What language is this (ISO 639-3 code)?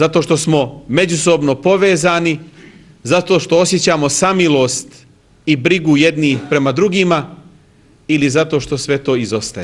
bos